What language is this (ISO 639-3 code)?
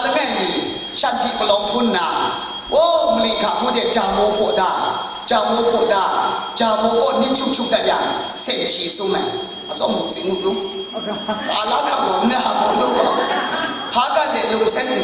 kac